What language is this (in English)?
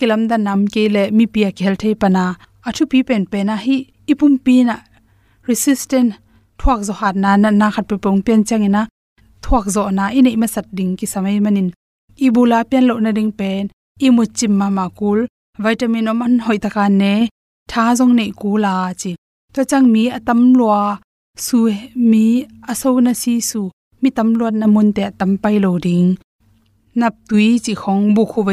Tedim Chin